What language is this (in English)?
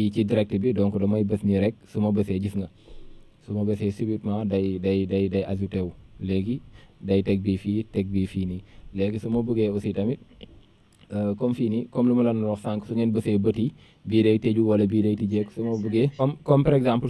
Wolof